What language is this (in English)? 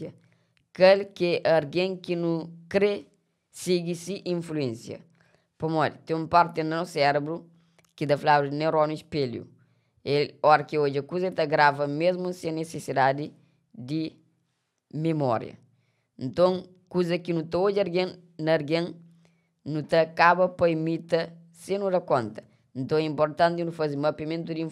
Kabuverdianu